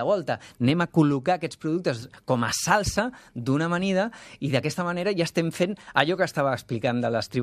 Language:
Catalan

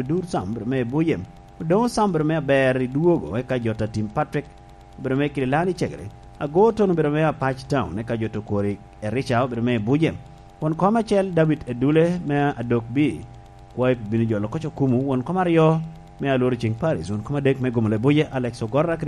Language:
Lango (Uganda)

